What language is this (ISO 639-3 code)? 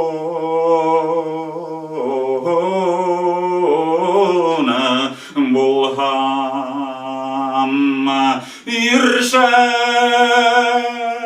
bak